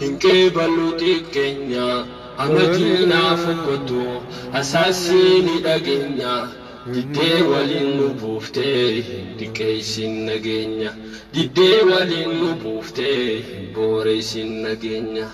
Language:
Oromo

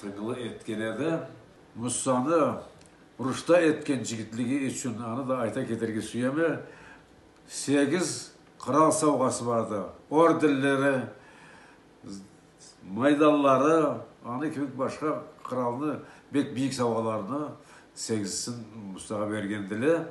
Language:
Karachay-Balkar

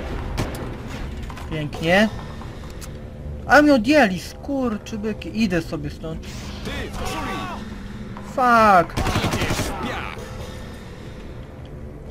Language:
Polish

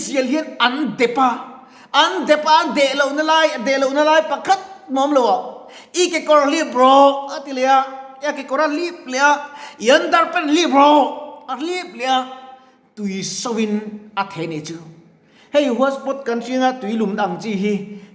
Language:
Mizo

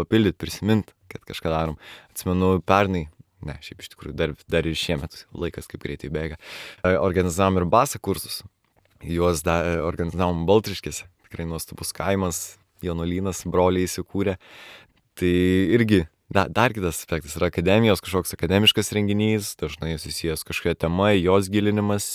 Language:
Lithuanian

